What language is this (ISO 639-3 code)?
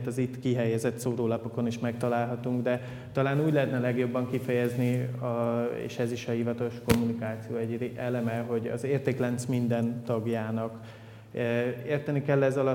hun